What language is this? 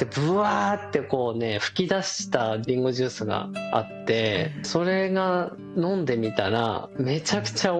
Japanese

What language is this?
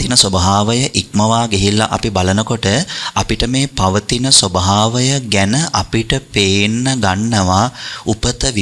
Sinhala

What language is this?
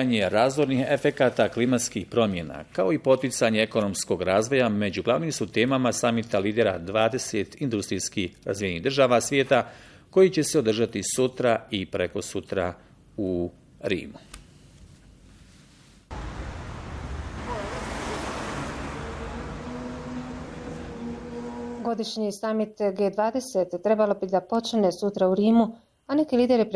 Bosnian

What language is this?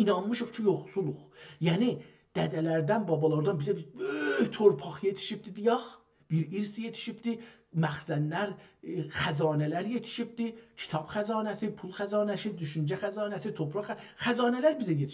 South Azerbaijani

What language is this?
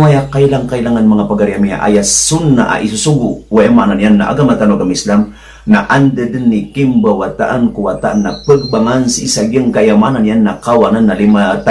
Maranao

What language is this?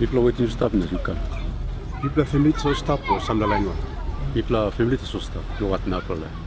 Tok Pisin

